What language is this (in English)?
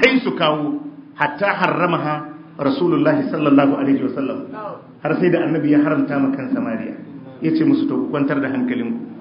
Hausa